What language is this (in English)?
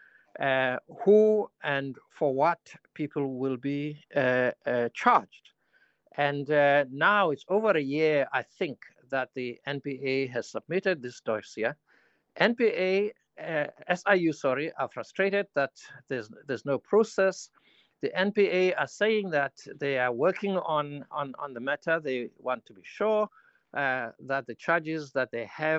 English